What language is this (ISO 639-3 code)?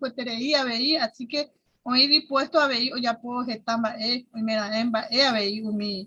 grn